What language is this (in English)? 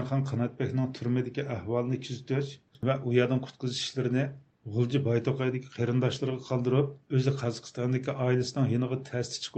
Uyghur